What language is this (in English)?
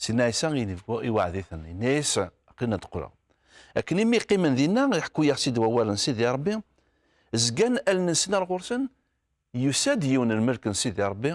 Kabyle